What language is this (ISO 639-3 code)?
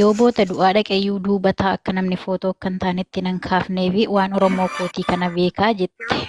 orm